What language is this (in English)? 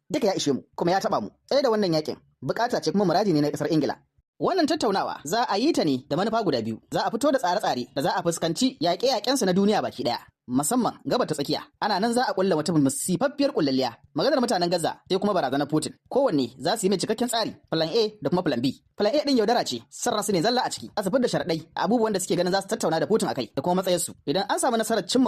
Hausa